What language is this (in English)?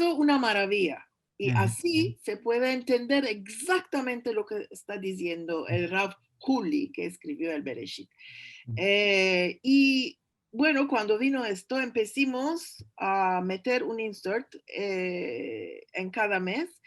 Ladino